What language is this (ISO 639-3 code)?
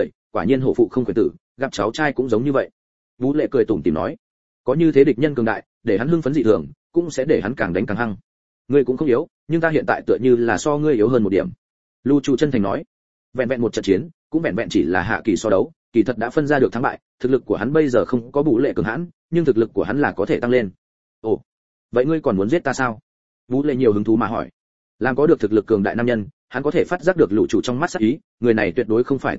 vie